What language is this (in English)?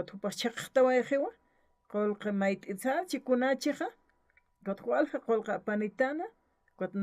Aymara